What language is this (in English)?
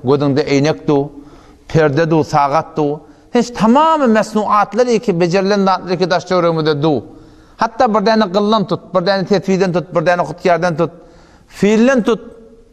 Turkmen